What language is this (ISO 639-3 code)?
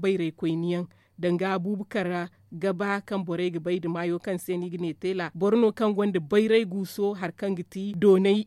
dje